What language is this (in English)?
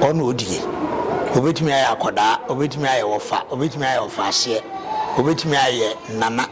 Akan